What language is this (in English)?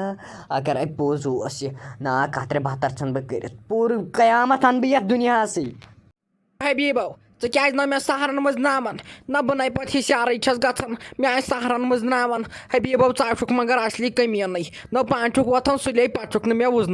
Kashmiri